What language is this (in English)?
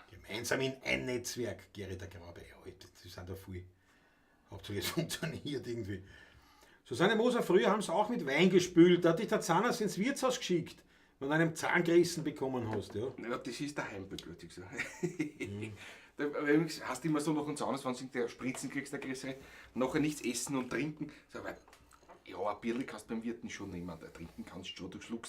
Bavarian